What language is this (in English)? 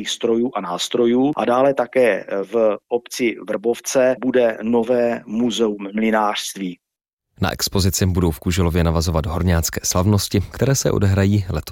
Czech